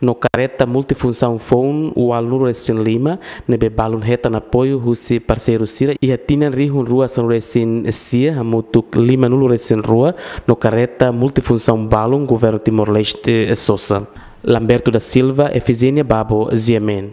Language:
Tetum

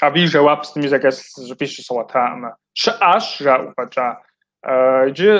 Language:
Kabardian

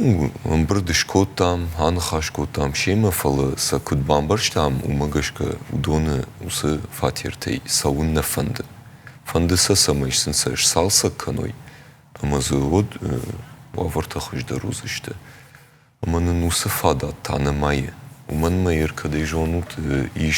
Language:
Ossetic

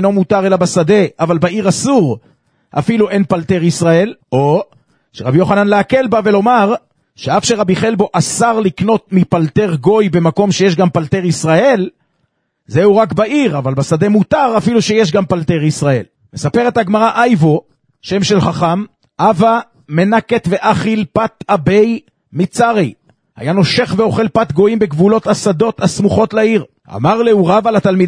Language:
Hebrew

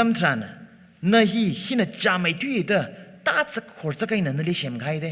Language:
Tangkhul Naga (India)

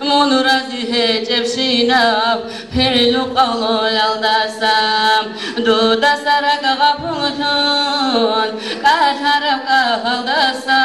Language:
Avaric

